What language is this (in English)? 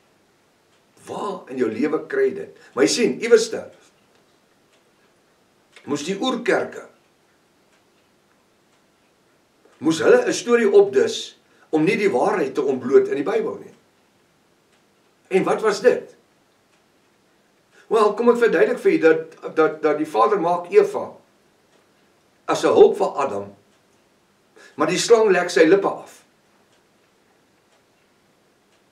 Afrikaans